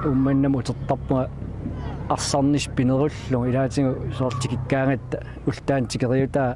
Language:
Kalaallisut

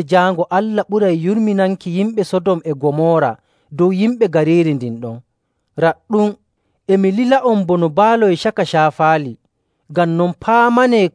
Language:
Nigerian Fulfulde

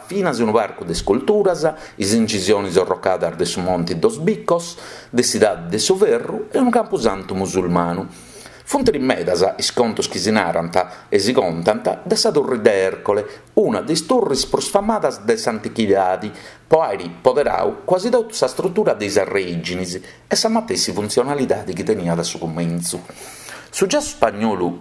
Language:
Sardinian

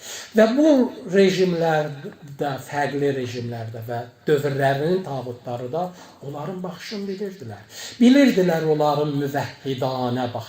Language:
Azerbaijani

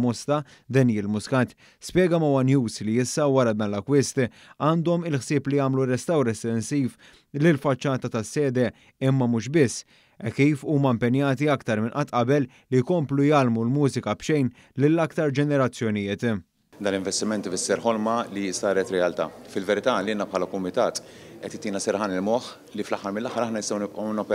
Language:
Maltese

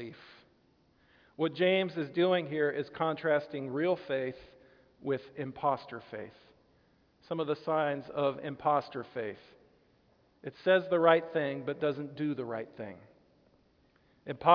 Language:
English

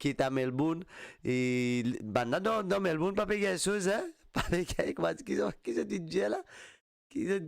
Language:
Morisyen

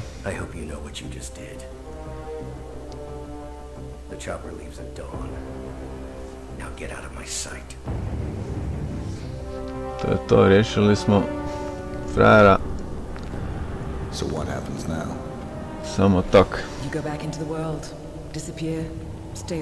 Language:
Croatian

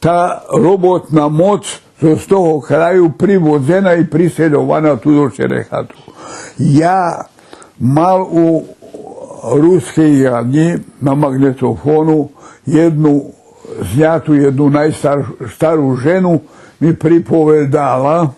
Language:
Rusyn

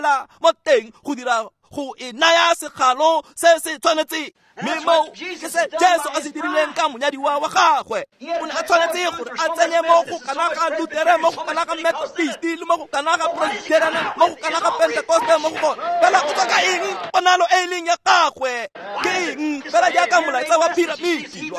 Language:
Tswana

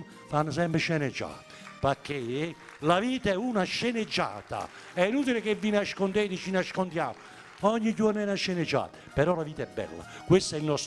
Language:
Neapolitan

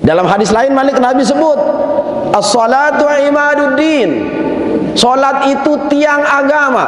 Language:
Sasak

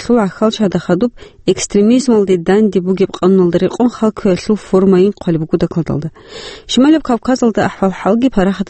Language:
Avaric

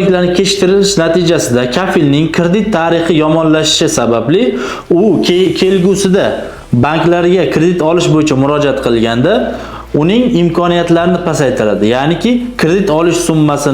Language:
Uzbek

